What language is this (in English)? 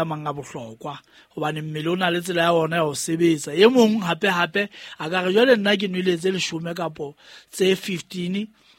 Southern Sotho